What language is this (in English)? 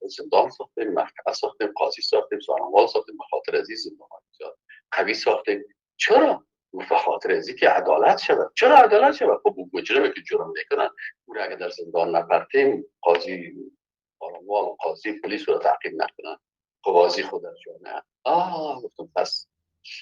Persian